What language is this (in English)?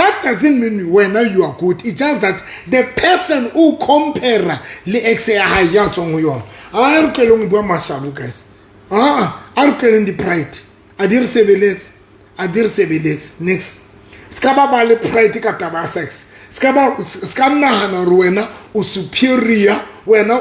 Southern Sotho